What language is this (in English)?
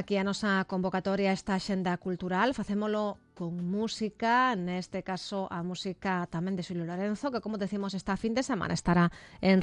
Galician